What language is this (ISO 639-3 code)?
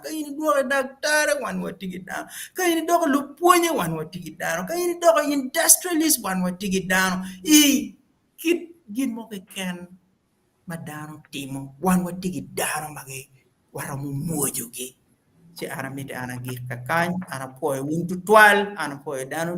ach